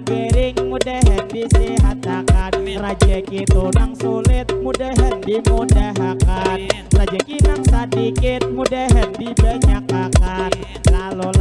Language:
Banjar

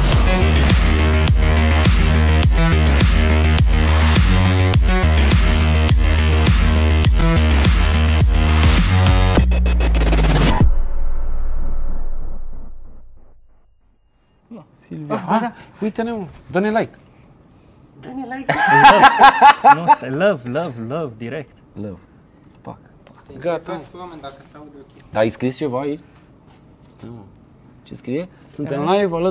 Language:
Romanian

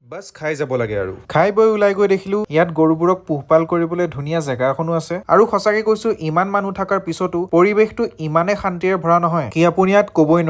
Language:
Assamese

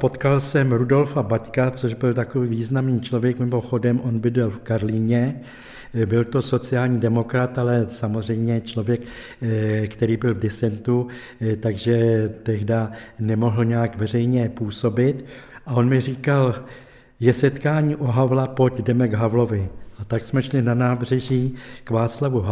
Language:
Czech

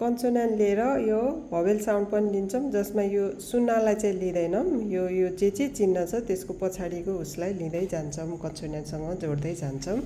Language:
Nepali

